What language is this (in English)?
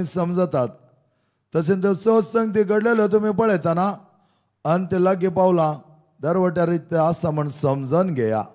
Konkani